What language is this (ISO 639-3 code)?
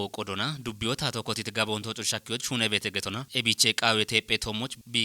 kbr